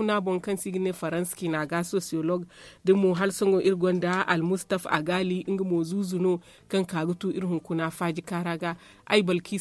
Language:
Zarma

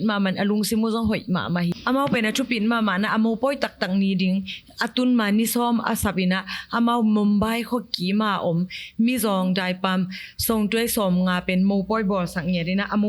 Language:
Tedim Chin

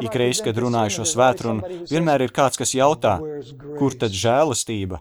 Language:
Latvian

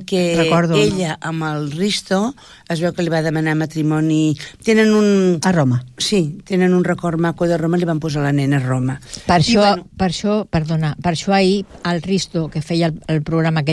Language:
Catalan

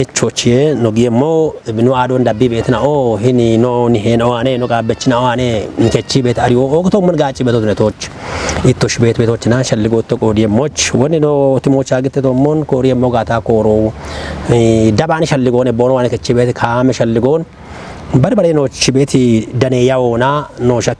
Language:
Kafa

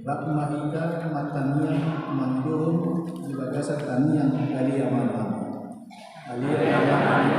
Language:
Batak Toba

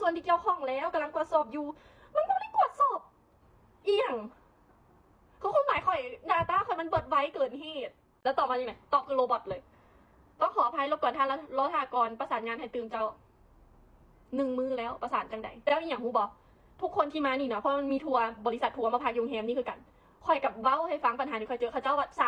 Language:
Lao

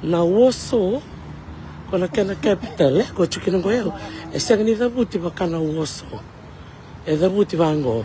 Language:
Fijian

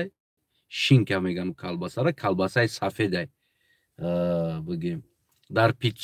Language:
Tajik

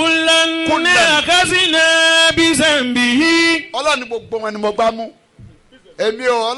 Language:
Yoruba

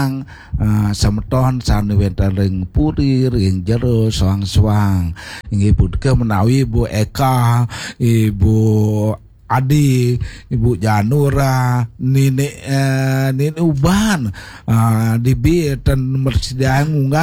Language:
Balinese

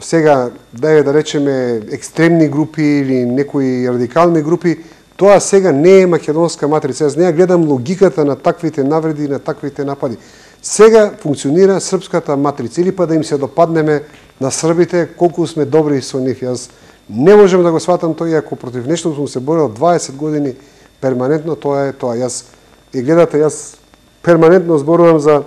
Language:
Macedonian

